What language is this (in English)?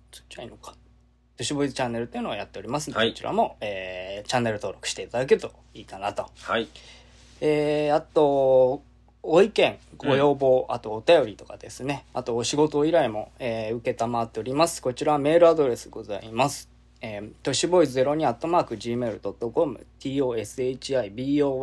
Japanese